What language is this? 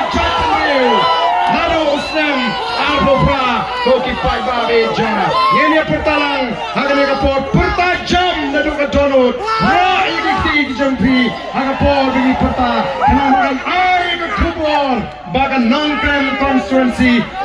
Khasi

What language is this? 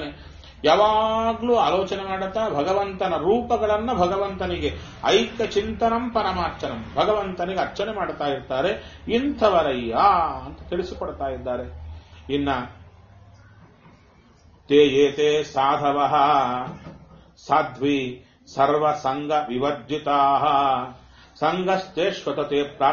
Kannada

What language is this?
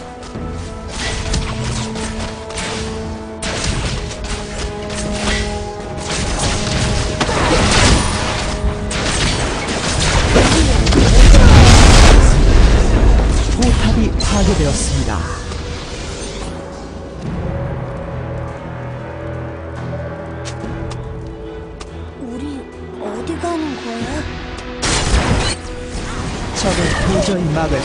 Korean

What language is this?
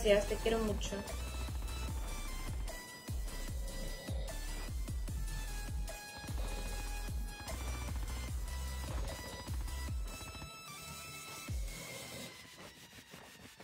Spanish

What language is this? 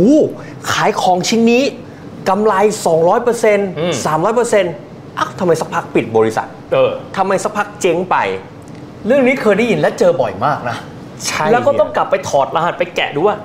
Thai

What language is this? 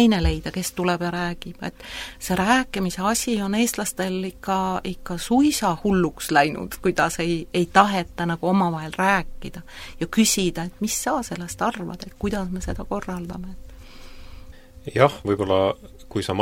Estonian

